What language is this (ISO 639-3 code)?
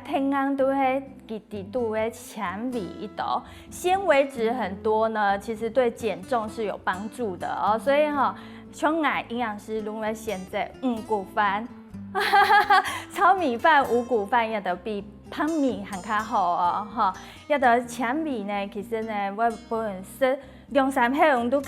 hak